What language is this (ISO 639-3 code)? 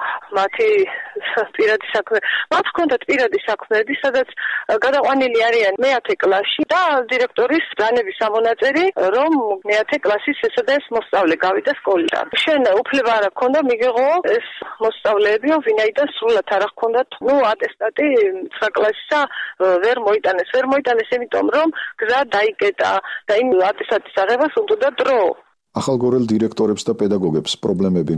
kat